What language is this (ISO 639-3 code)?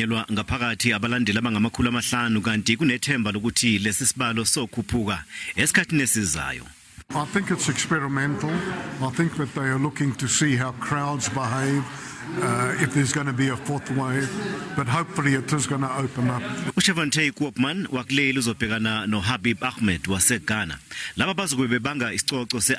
zul